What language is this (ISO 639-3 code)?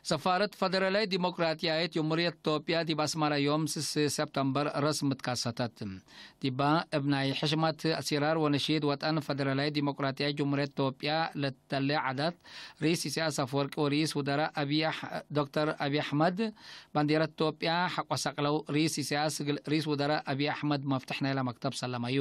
tig